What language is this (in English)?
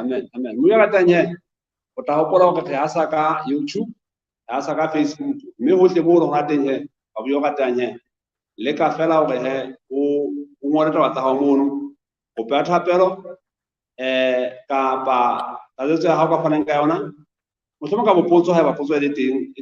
Southern Sotho